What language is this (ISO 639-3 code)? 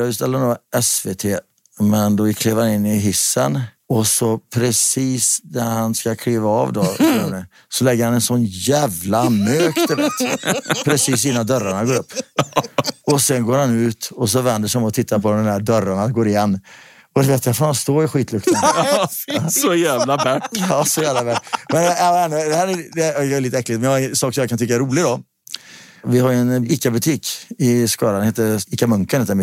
swe